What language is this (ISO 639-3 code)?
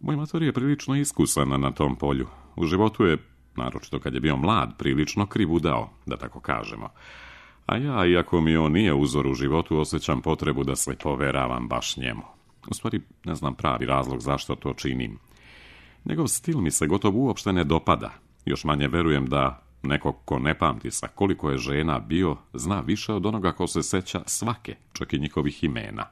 srp